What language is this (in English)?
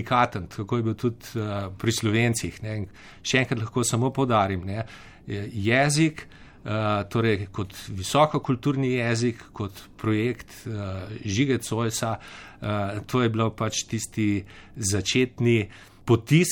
Slovenian